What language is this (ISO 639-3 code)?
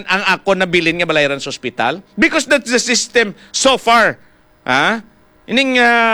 hil